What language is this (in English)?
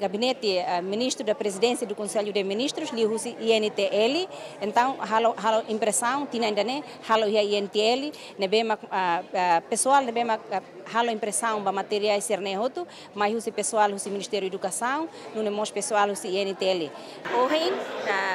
Tetum